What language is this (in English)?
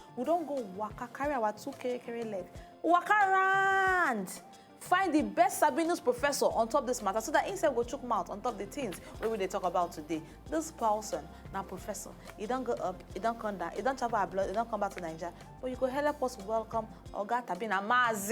Nigerian Pidgin